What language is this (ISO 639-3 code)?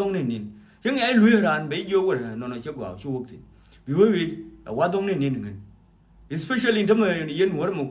nus